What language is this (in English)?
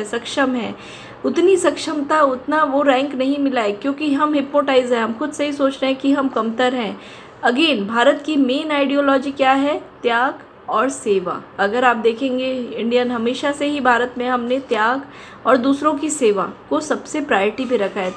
Hindi